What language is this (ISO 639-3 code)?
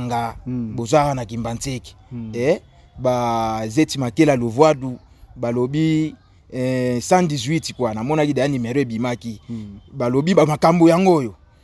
lin